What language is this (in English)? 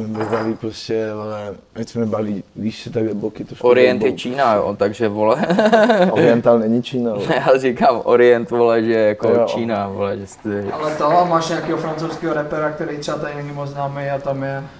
Czech